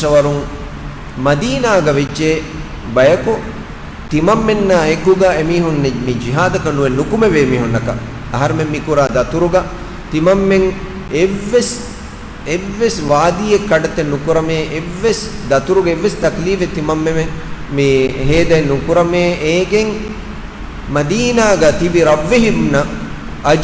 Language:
Divehi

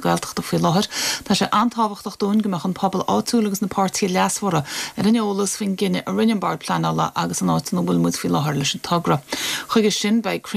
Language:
Irish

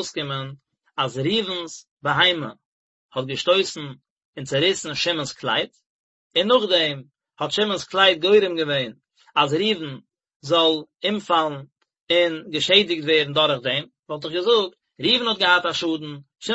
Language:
Yiddish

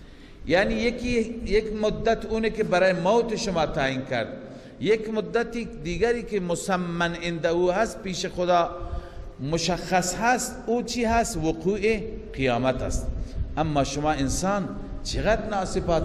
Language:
Persian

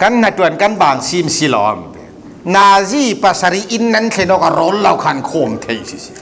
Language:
Falam Chin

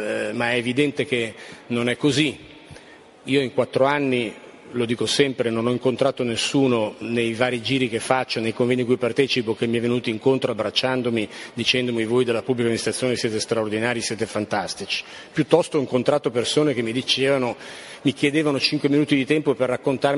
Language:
Italian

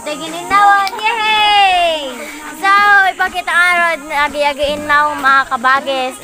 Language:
Iloko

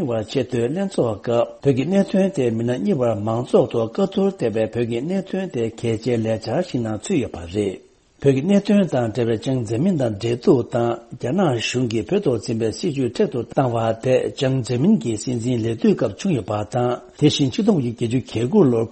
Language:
Tibetan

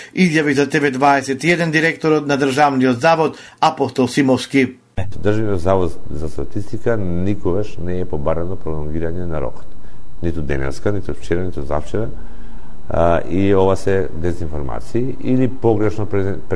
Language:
Macedonian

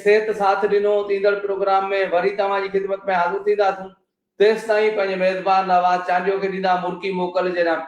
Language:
Sindhi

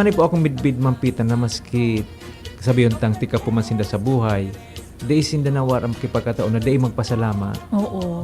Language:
Bikol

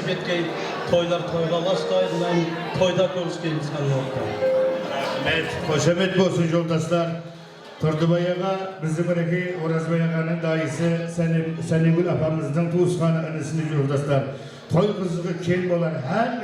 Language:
Kara-Kalpak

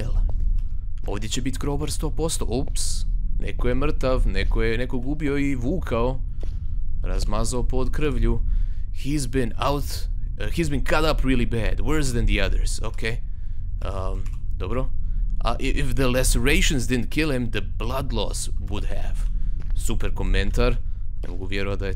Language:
Croatian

